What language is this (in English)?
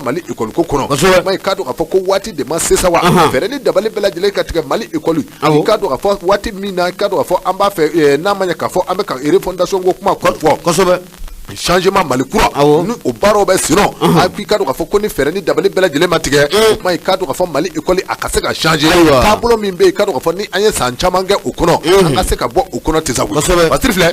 Bambara